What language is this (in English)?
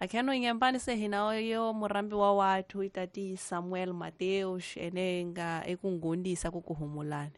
Tsonga